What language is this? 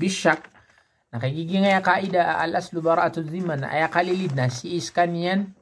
Maranao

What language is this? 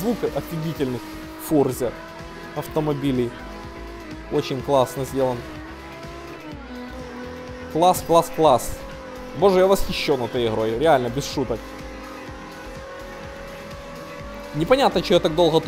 Russian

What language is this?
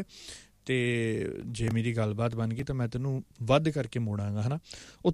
Punjabi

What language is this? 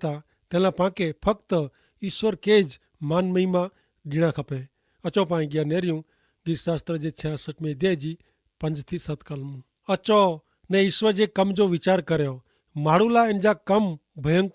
Kachhi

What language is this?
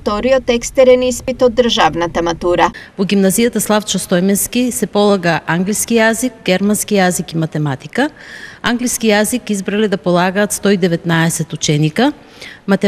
Macedonian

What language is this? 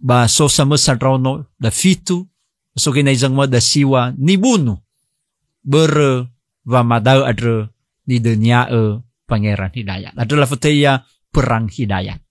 Nias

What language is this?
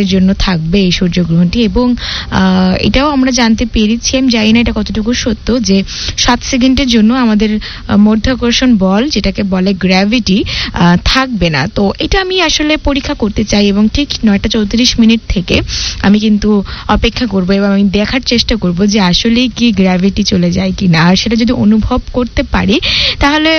Bangla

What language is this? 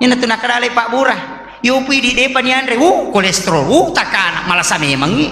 Buginese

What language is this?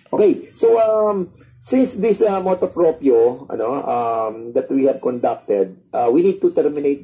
Filipino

